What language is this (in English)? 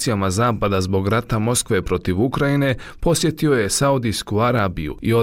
Bosnian